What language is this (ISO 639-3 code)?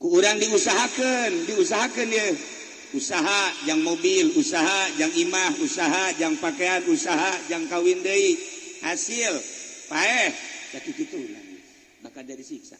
sun